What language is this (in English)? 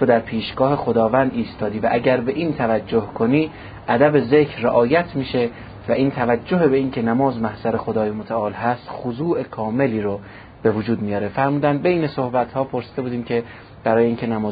Persian